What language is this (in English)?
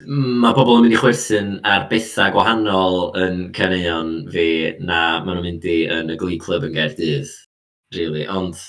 Welsh